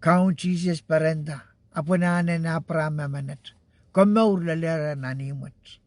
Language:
Pohnpeian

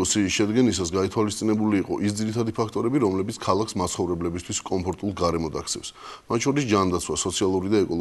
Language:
Georgian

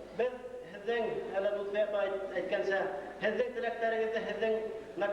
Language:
Bashkir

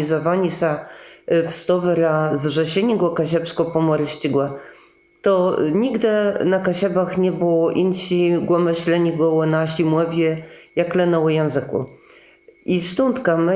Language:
Kashubian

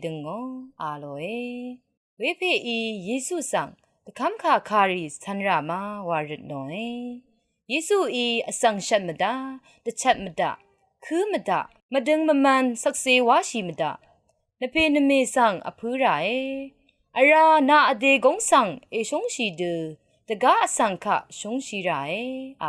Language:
Rawang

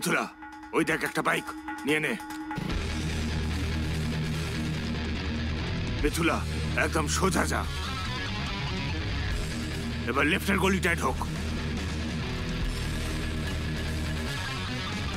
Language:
Bangla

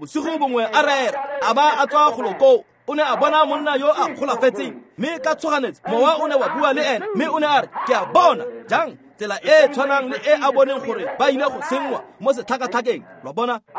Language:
Tswana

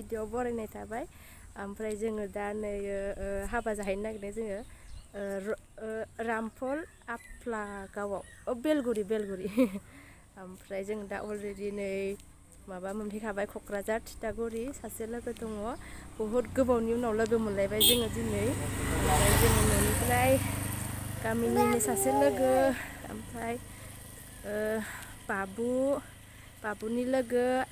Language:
Bodo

